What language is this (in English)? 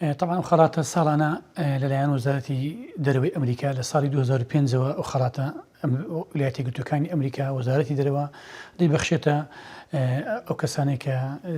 Central Kurdish